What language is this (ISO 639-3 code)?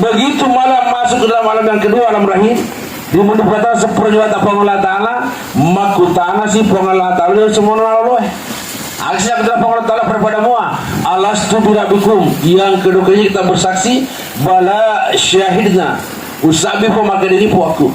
bug